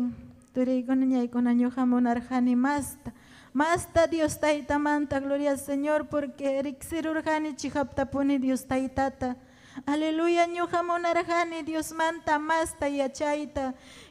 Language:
Ayacucho Quechua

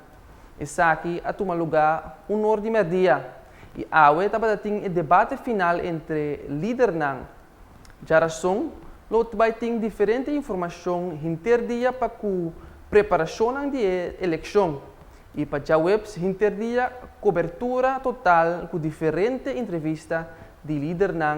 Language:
Papiamento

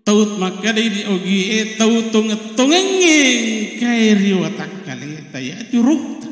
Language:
Buginese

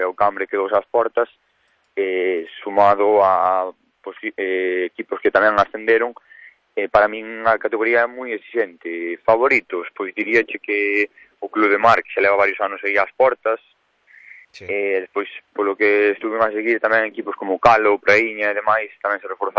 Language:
Galician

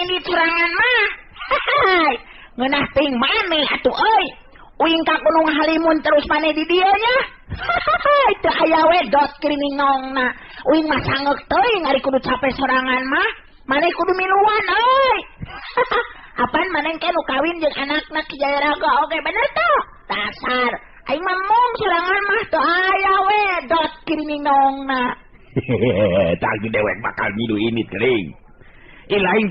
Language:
Sundanese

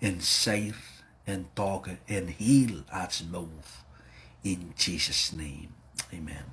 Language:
Pohnpeian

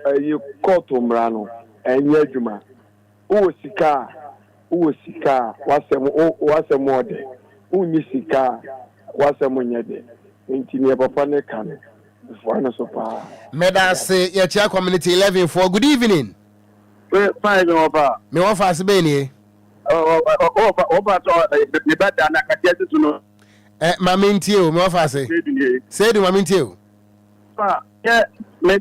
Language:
Akan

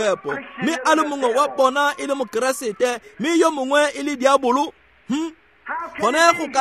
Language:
Tswana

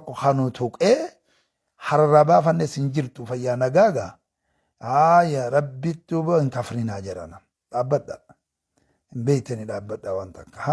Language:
Oromo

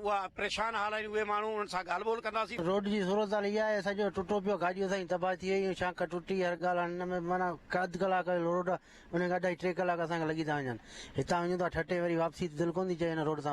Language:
Sindhi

